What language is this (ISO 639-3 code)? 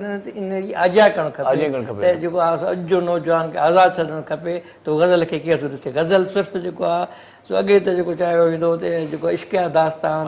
snd